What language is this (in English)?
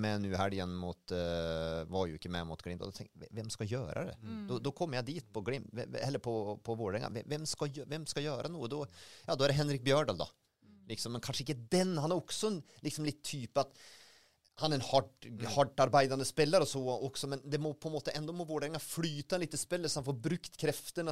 Norwegian